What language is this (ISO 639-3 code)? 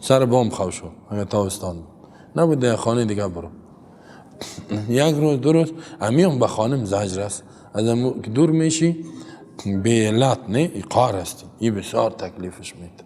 fas